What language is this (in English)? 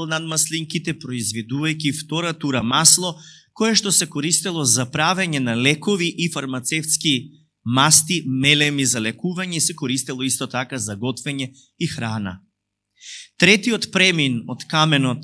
Macedonian